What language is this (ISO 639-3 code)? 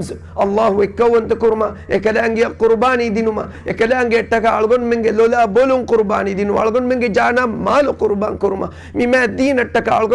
div